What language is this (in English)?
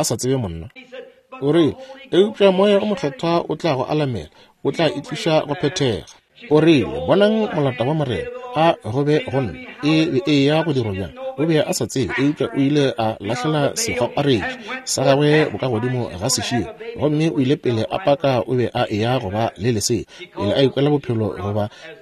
Northern Sotho